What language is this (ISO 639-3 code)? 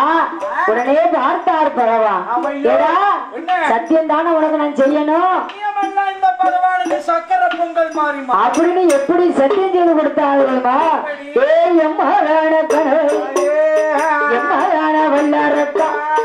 tam